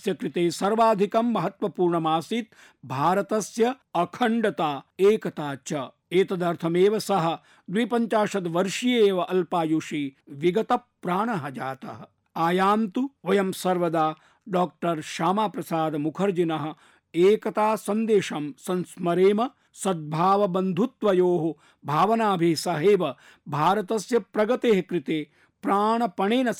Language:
Sanskrit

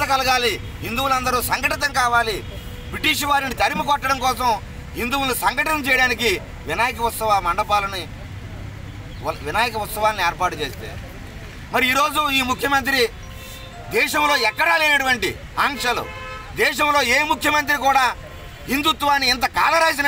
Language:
Telugu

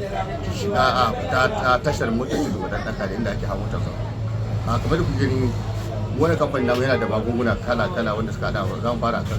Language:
Hausa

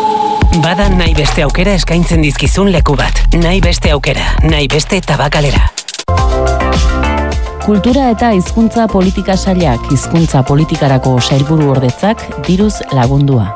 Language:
Basque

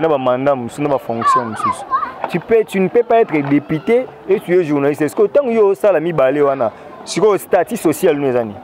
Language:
Lingala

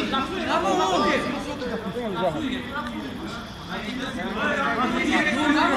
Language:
Romanian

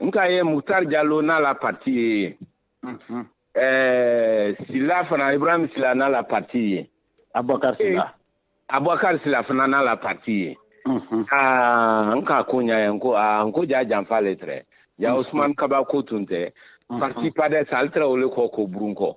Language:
Bambara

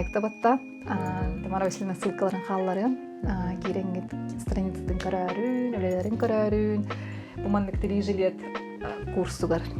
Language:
Yakut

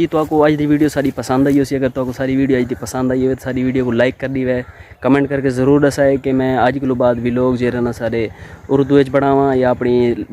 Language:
Saraiki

